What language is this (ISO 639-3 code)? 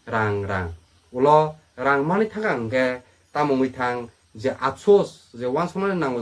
trp